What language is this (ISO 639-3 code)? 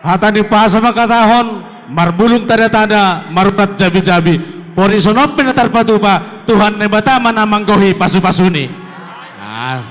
bts